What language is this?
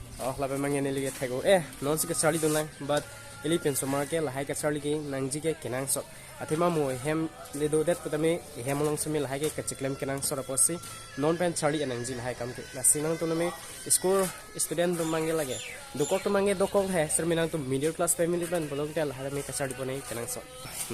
Karbi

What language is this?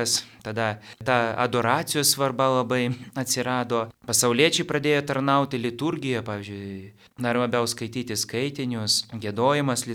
Lithuanian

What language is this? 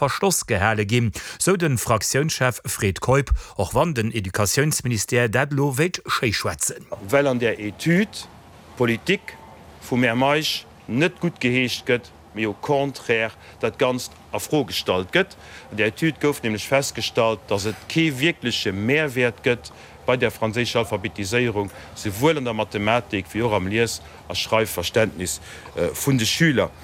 Luxembourgish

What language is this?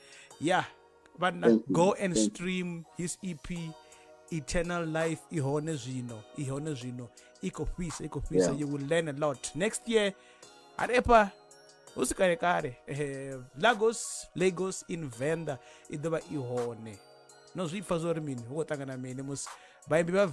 Venda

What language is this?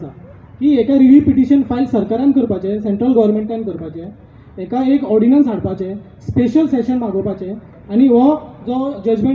Konkani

